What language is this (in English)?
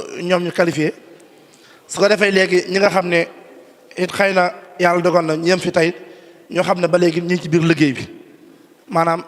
Wolof